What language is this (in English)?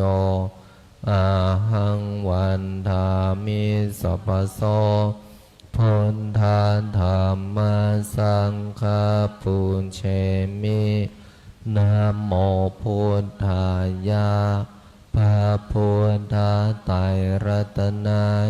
Pali